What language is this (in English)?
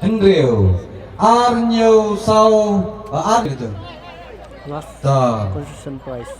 Khasi